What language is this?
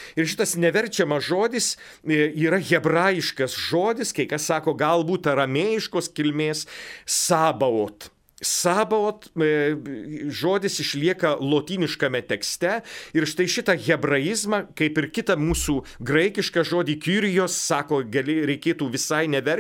Lithuanian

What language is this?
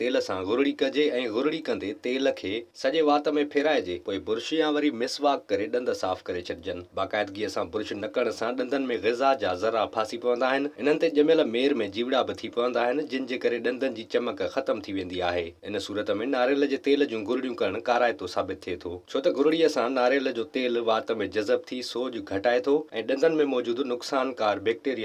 Sindhi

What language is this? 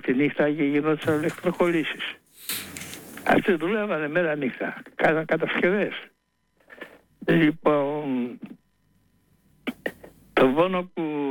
Greek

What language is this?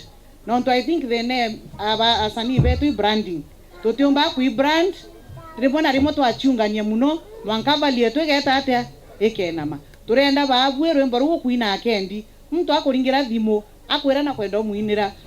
Meru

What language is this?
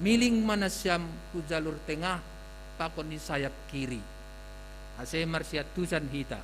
Batak Simalungun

